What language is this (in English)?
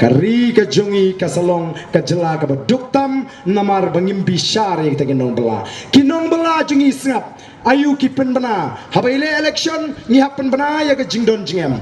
Khasi